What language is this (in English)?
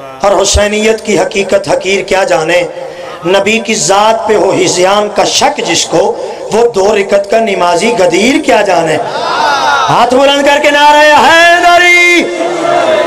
Urdu